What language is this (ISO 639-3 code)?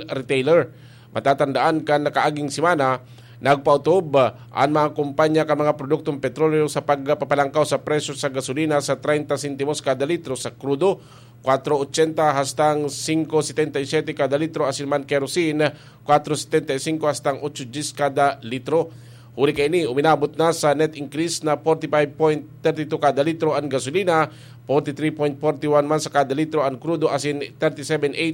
bik